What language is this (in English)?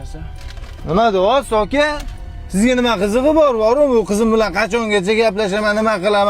Uzbek